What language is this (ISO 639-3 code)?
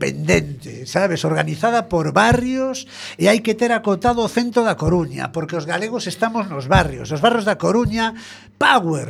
glg